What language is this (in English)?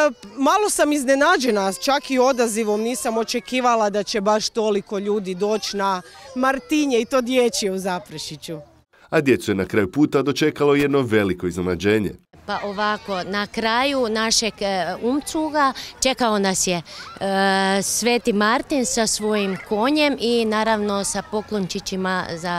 Croatian